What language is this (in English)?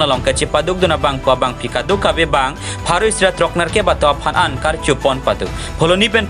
Karbi